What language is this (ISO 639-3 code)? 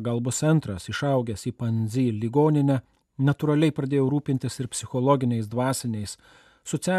lit